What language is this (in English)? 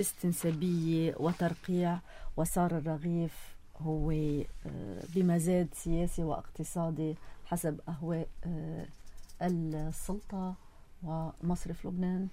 North Levantine Arabic